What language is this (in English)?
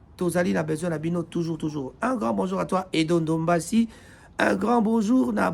Lingala